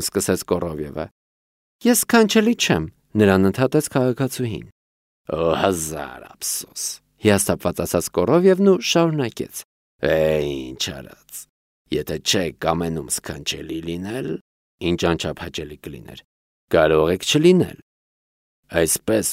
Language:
Armenian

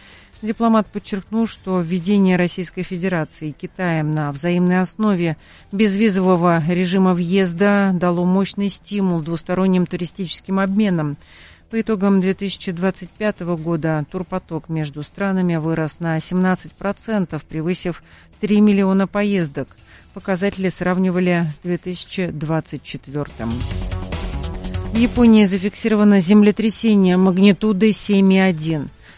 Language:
Russian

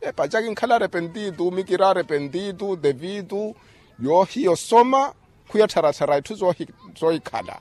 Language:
Makhuwa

